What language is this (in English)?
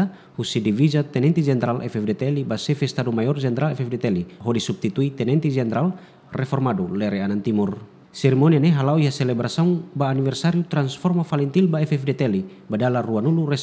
Tetum